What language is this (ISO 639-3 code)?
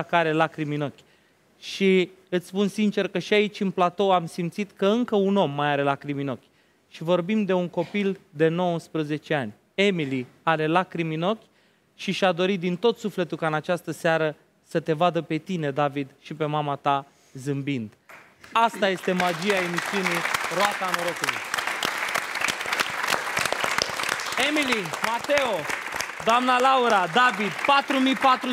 ron